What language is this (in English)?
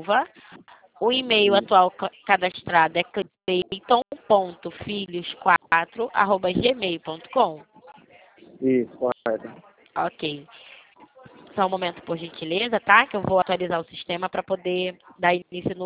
Portuguese